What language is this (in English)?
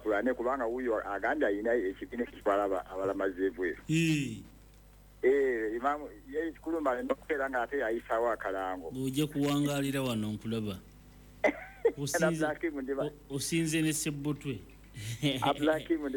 Ganda